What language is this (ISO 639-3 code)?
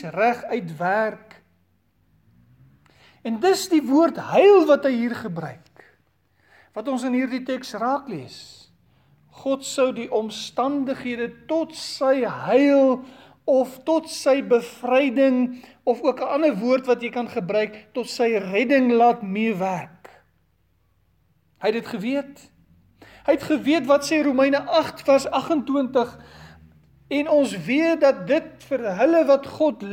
afr